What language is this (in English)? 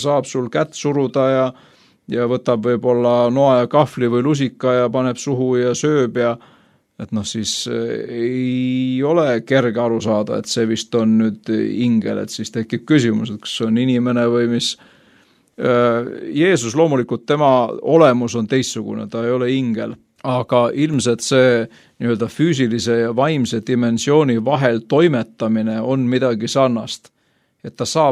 Estonian